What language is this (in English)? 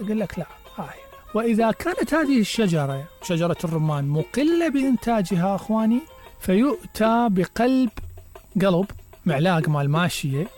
Mesopotamian Arabic